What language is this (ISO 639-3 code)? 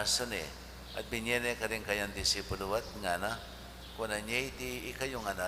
pam